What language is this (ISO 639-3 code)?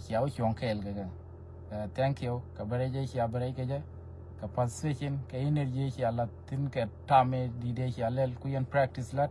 nus